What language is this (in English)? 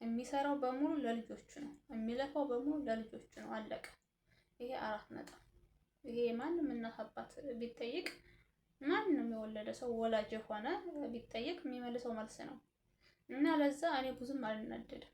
Amharic